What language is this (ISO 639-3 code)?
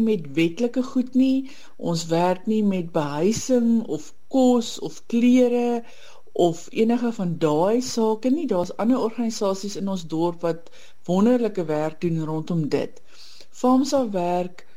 afr